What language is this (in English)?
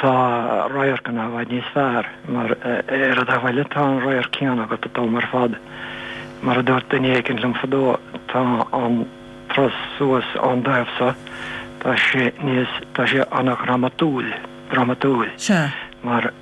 Irish